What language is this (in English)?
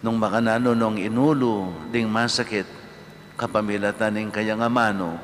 Pampanga